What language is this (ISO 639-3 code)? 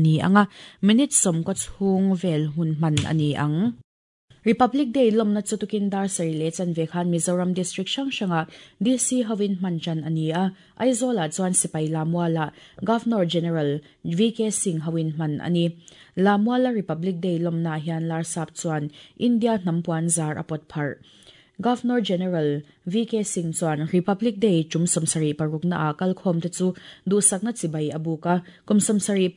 lus